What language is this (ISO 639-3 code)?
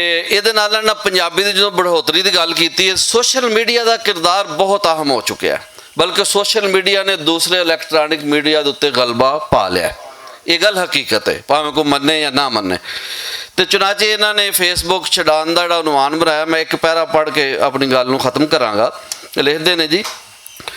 lah